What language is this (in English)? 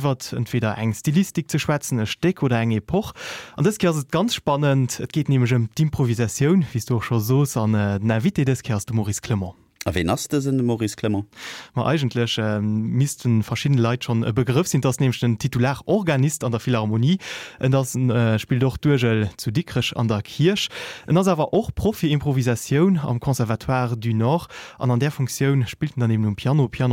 Luxembourgish